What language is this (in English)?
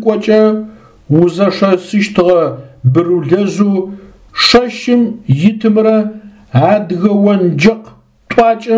Adyghe